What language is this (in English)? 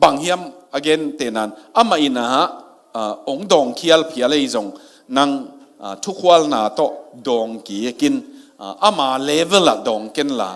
Tedim Chin